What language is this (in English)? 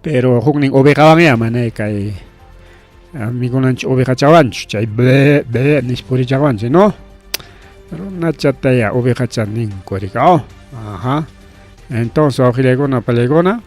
Ayacucho Quechua